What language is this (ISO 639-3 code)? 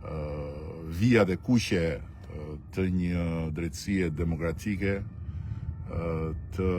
sqi